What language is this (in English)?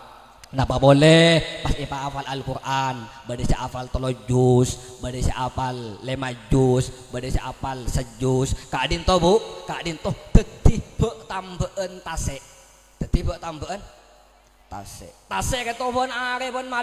Madurese